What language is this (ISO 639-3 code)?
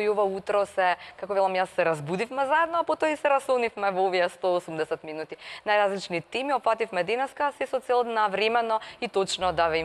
mkd